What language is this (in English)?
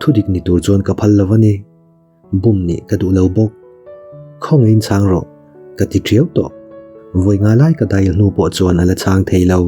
Mizo